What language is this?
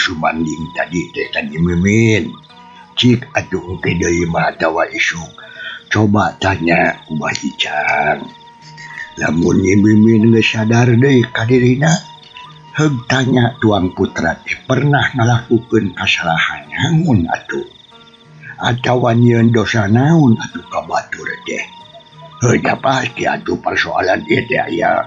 Sundanese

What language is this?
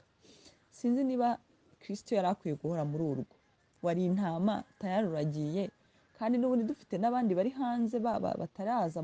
Kinyarwanda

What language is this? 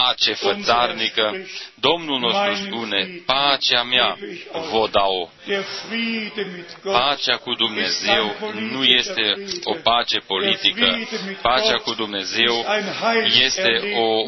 Romanian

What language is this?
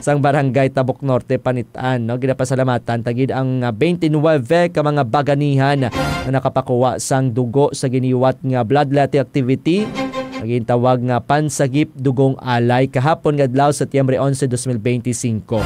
Hiligaynon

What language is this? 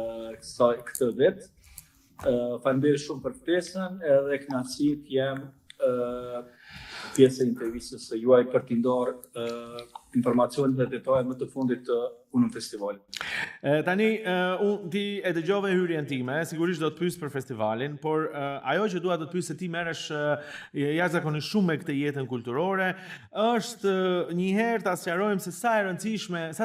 Albanian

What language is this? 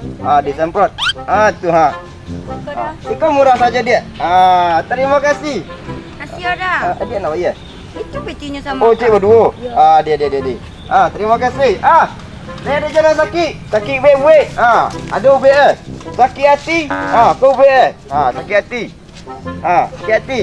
Minangkabau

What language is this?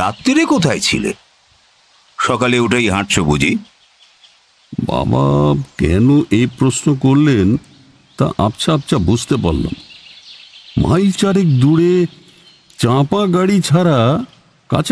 Bangla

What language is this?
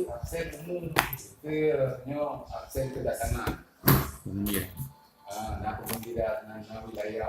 Achinese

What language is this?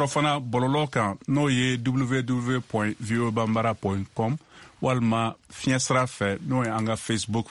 Bambara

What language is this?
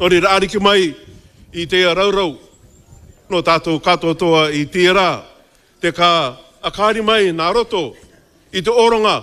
Māori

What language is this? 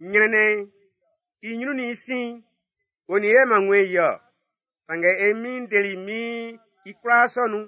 Baoulé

